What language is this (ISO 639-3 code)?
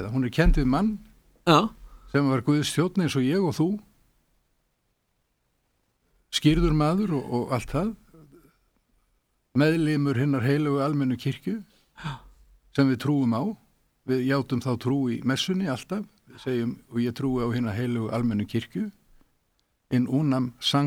isl